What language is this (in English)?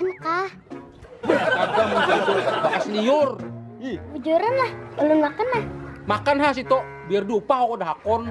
Banjar